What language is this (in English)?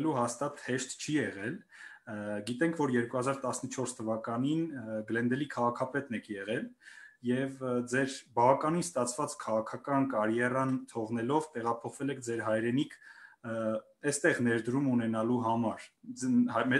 Armenian